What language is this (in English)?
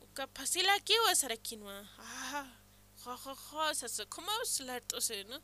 Aymara